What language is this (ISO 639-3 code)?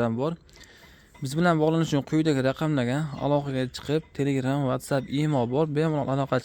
uzb